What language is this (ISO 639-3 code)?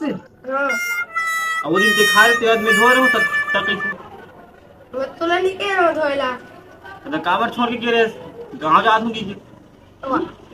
hne